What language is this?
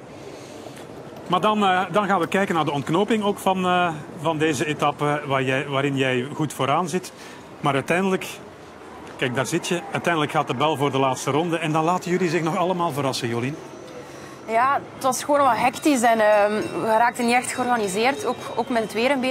Dutch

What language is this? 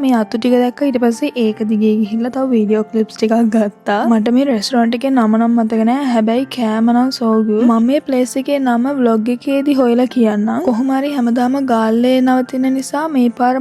Sinhala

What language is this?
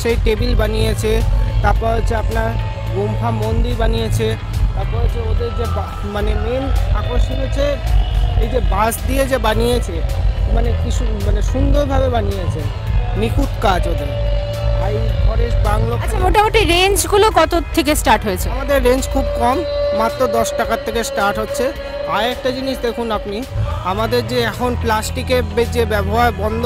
Bangla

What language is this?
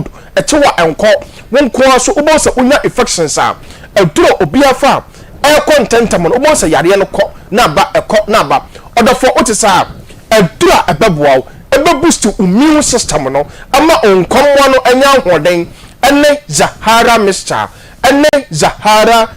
Akan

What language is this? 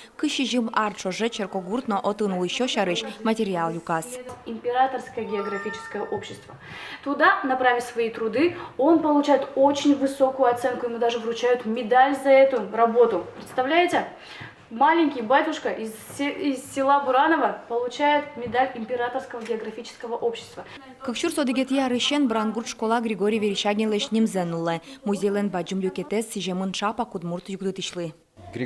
Udmurt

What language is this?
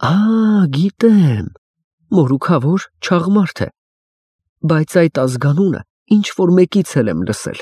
Armenian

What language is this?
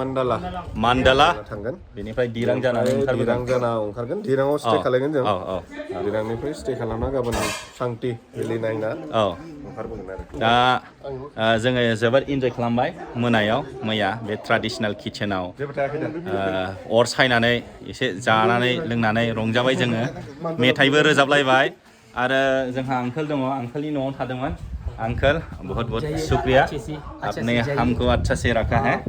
Bodo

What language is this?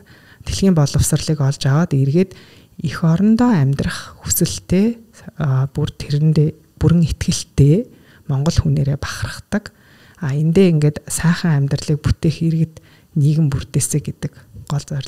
Mongolian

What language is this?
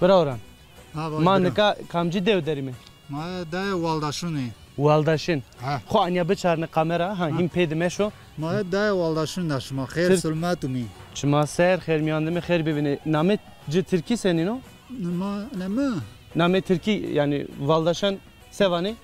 Zaza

